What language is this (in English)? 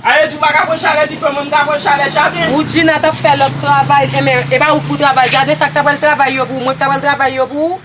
Haitian Creole